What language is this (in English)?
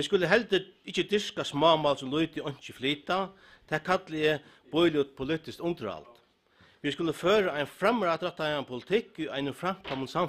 Faroese